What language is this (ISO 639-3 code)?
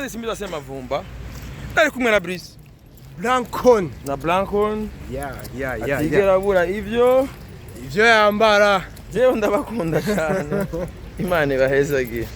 run